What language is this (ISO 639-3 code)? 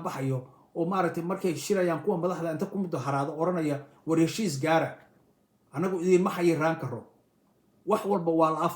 som